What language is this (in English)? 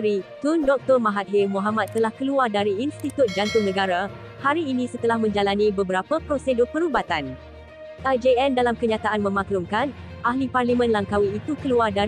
Malay